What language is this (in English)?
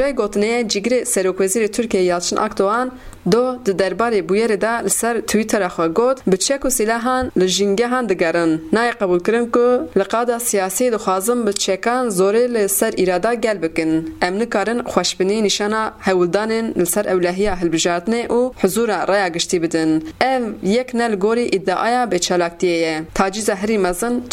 Kurdish